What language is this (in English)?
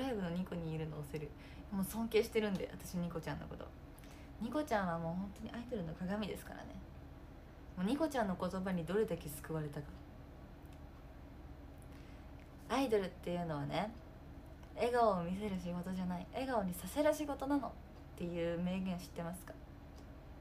Japanese